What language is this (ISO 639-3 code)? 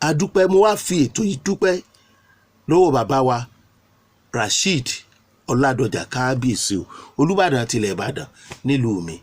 yor